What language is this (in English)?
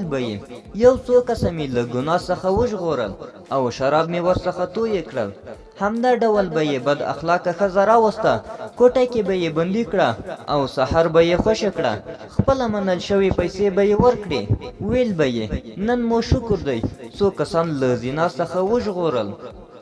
Pashto